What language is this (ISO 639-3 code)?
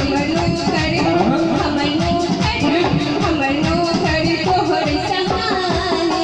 mai